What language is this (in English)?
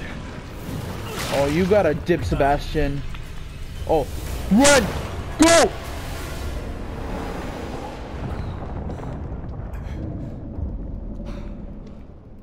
English